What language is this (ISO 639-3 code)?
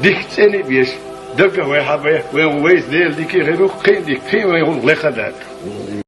che